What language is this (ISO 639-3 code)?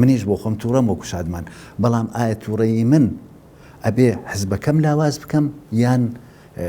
ckb